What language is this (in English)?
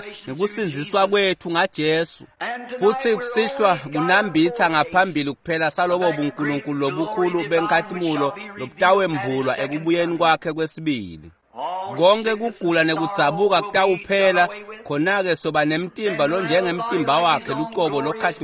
Swati